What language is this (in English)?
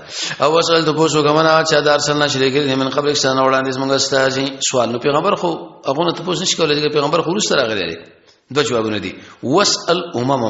Pashto